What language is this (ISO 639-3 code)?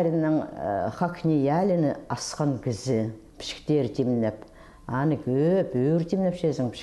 kjh